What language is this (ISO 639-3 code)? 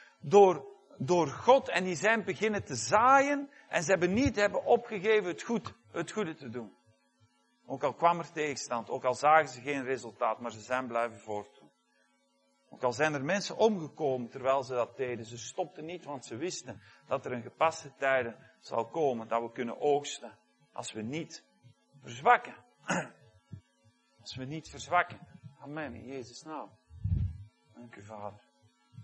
nld